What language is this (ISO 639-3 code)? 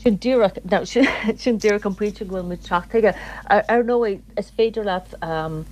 gle